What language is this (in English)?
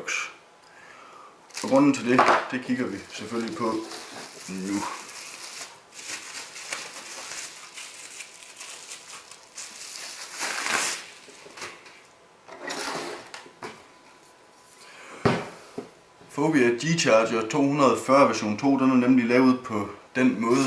Danish